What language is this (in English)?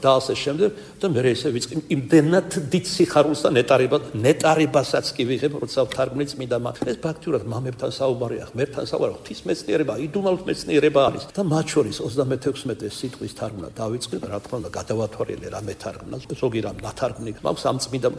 Georgian